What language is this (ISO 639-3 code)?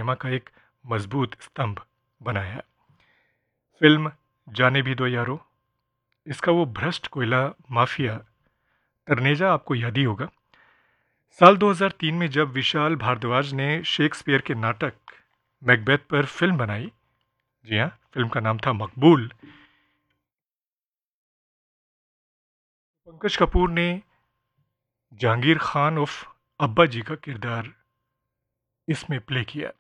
hin